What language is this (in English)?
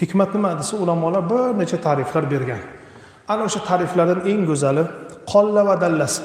Uzbek